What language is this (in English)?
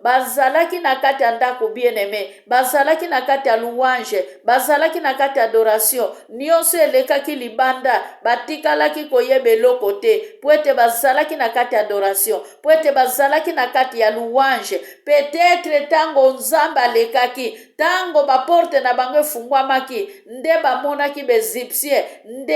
Lingala